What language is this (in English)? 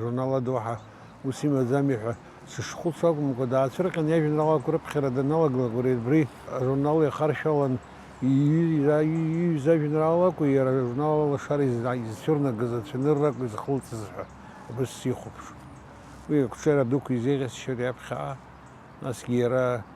Abkhazian